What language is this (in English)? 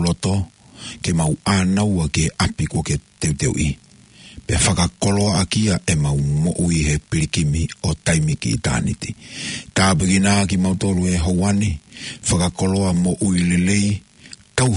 Tongan